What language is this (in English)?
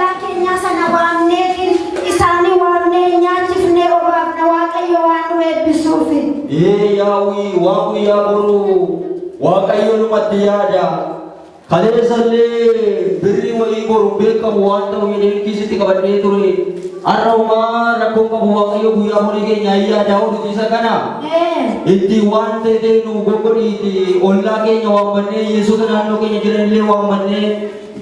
Oromo